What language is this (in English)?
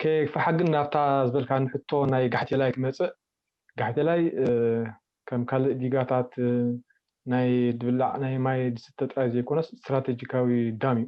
Tigrinya